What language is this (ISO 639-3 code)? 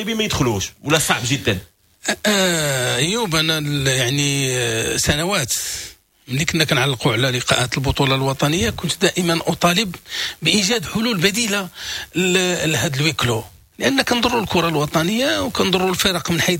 ary